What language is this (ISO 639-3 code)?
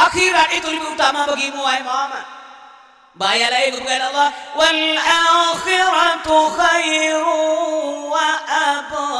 ace